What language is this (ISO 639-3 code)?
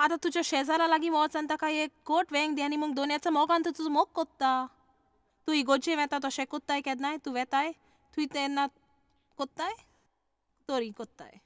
kok